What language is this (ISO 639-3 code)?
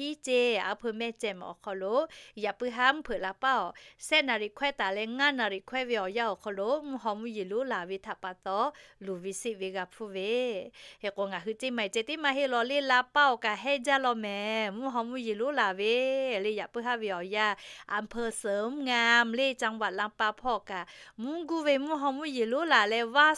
lhu